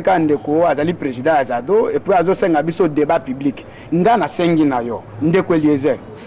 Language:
Lingala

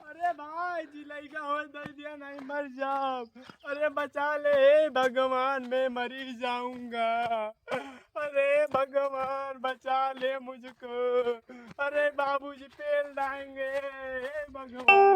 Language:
Awadhi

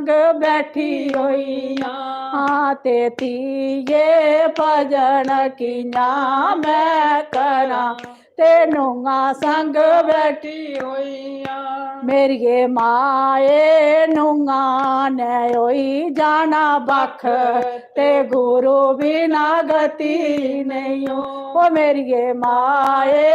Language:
Dogri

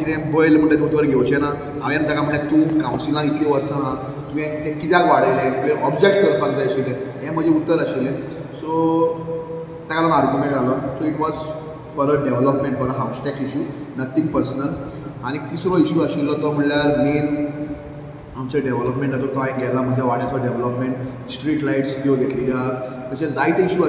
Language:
Konkani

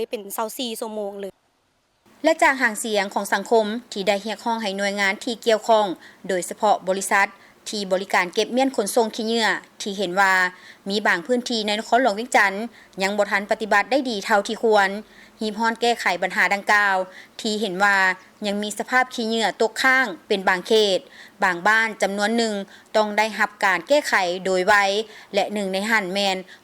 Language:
Lao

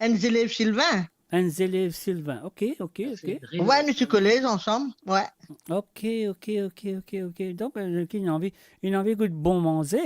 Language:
Morisyen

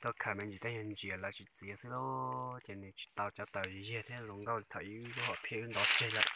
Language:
Hmong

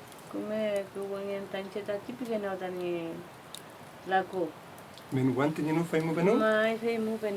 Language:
Mapuche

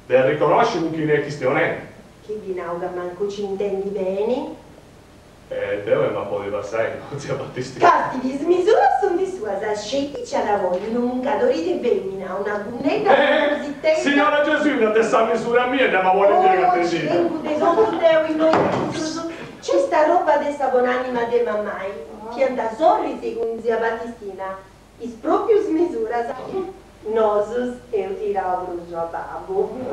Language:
Sardinian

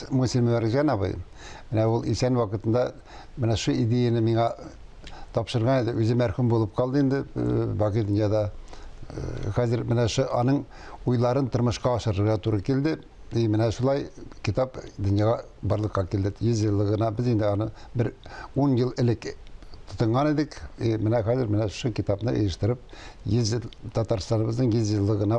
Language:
Tatar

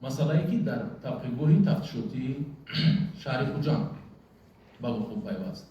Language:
Tajik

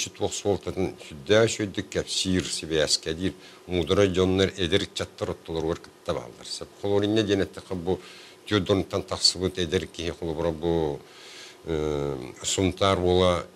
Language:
Yakut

